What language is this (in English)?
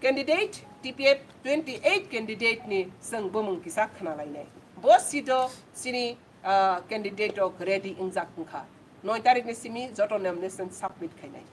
Kok Borok